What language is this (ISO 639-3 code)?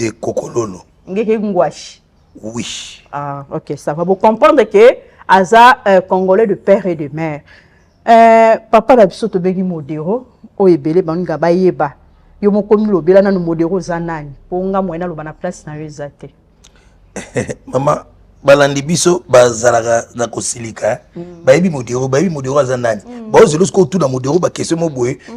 lin